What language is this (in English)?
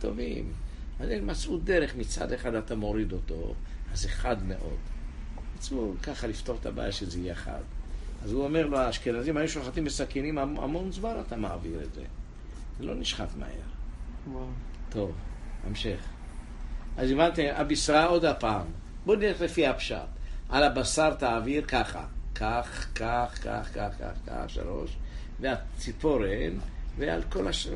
Hebrew